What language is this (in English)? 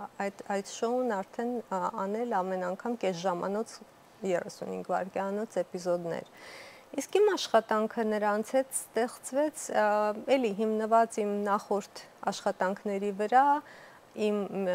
Armenian